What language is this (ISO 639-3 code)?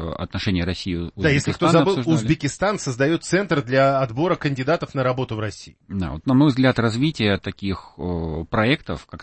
rus